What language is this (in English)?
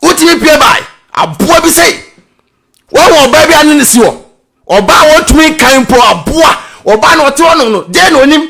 Akan